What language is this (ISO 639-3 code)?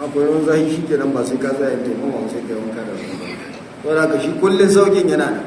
hau